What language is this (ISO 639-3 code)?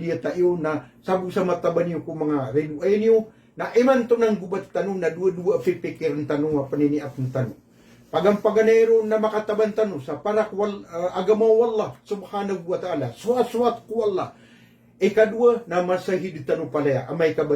mrw